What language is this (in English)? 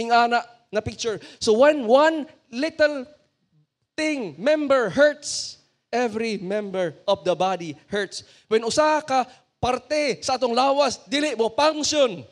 Cebuano